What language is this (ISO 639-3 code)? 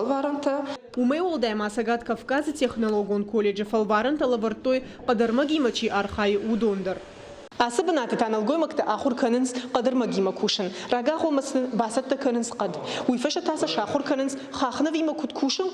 oss